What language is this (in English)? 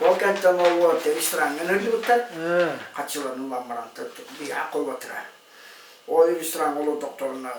Yakut